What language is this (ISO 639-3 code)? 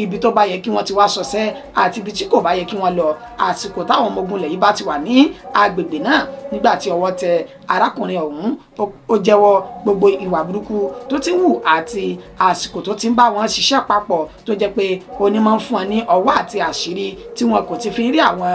yor